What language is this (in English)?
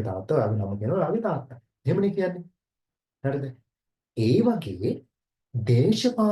Sinhala